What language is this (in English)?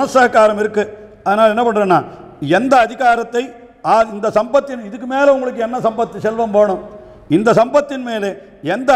Tamil